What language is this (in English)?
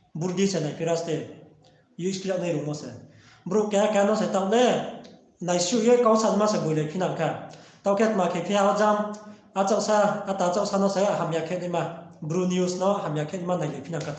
Riang (India)